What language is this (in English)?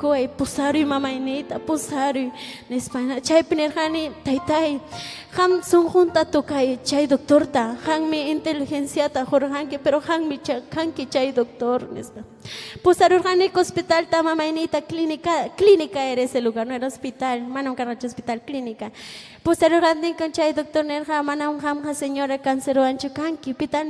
Ayacucho Quechua